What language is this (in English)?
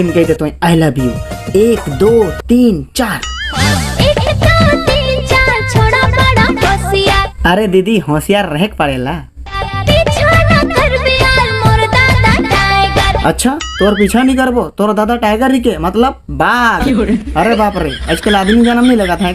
Sadri